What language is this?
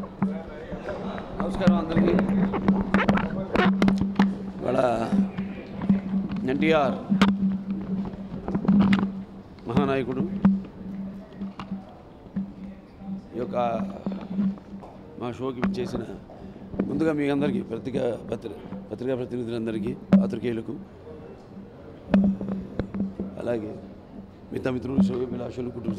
Telugu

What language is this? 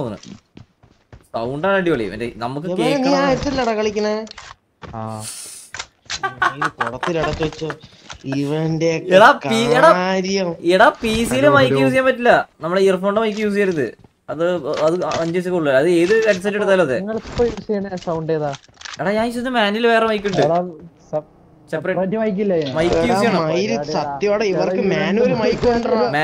Malayalam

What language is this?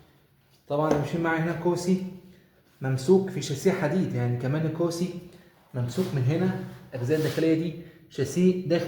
Egyptian Arabic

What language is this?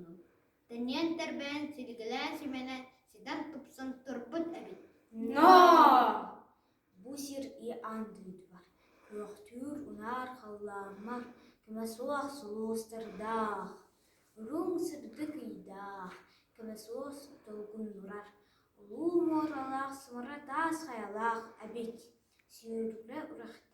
Yakut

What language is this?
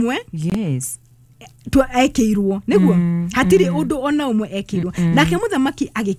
Kikuyu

